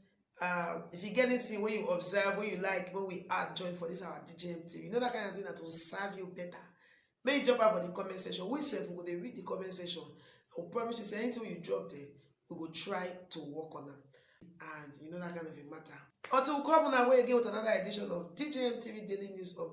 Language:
Nigerian Pidgin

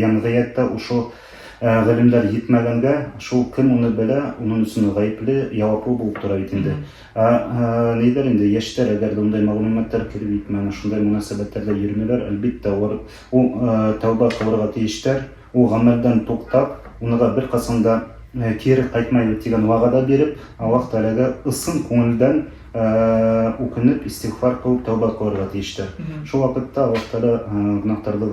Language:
Bashkir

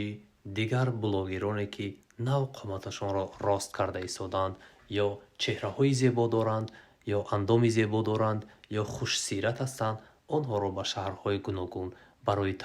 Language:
Tajik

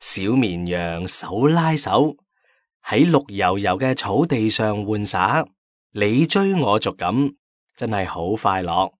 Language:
Cantonese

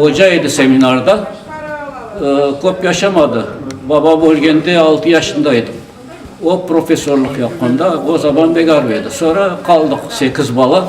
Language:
Crimean Tatar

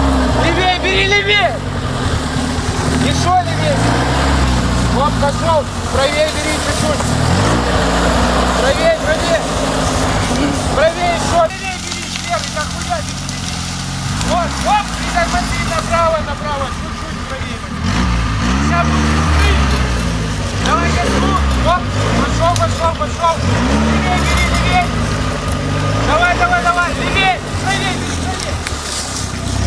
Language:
Russian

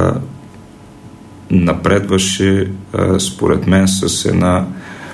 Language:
Bulgarian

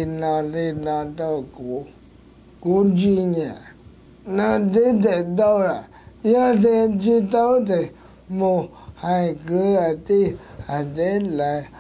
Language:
Hmong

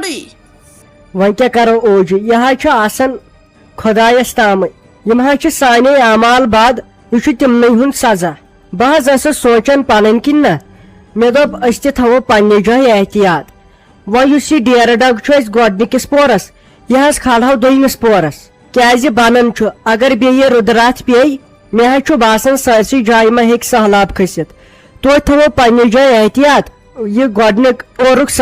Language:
Kashmiri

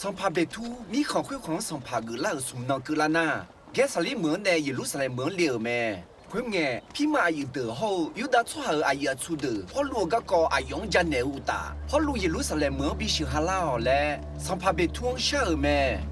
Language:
Akha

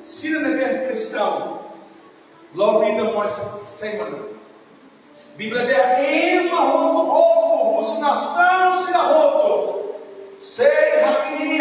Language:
Tetum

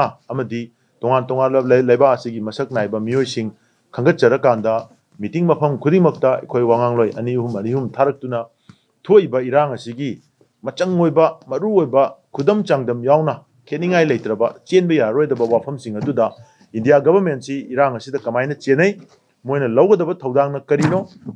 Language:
Manipuri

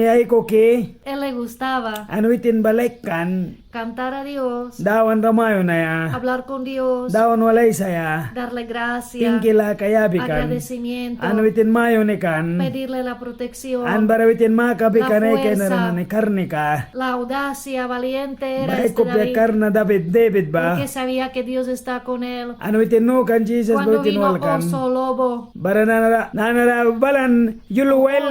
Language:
Mískito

